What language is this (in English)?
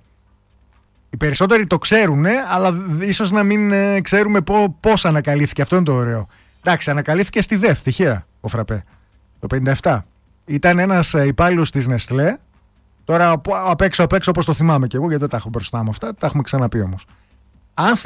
Greek